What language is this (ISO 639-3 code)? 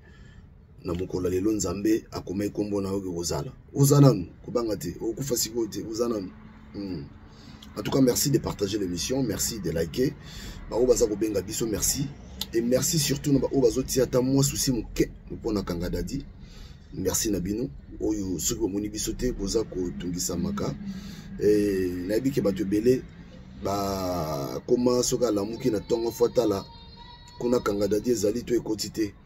lin